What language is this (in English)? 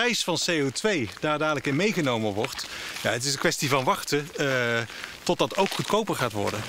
Dutch